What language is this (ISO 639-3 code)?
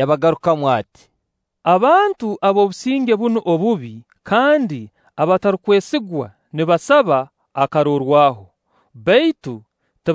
nyo